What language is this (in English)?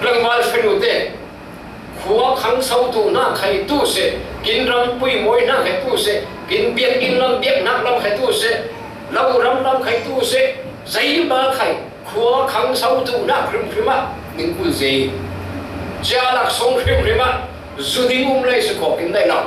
Falam Chin